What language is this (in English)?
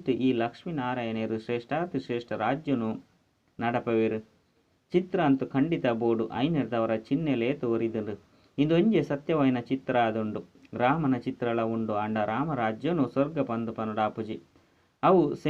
Tulu